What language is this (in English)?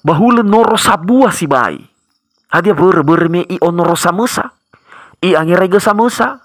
Nias